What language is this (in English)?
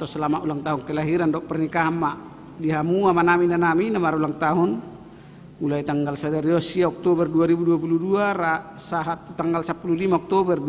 Batak Toba